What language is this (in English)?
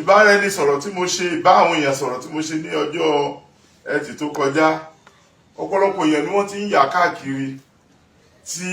Yoruba